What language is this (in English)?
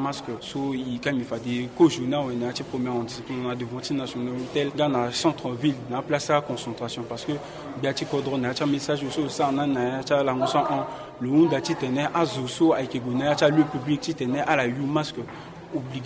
Sango